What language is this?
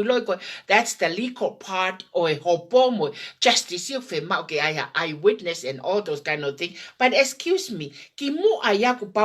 Tongan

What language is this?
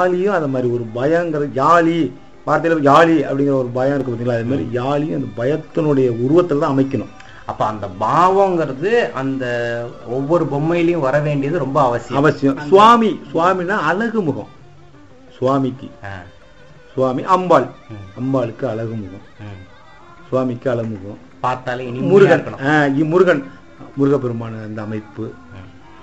Tamil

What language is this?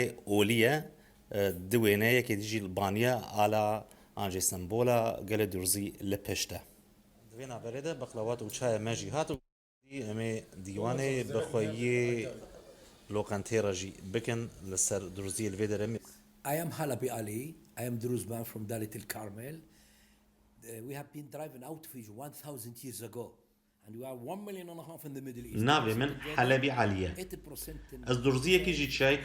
Kurdish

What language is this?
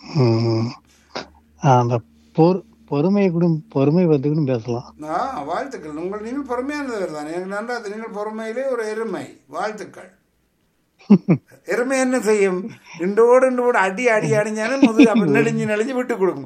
Tamil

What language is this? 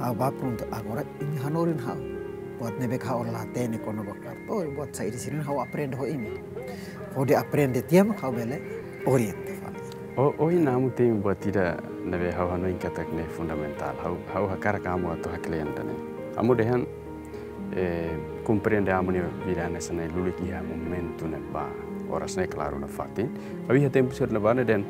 Tetum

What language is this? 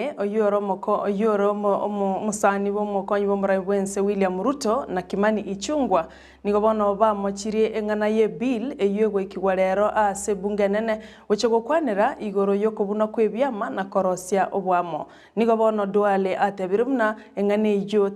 Gusii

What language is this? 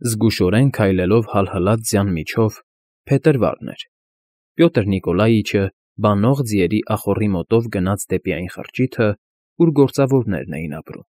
Armenian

